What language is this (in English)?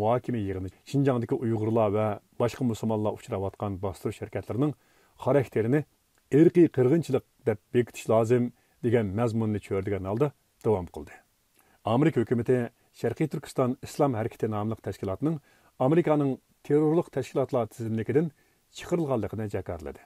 Uyghur